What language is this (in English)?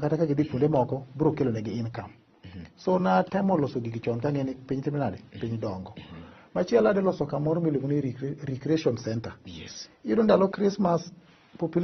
Luo (Kenya and Tanzania)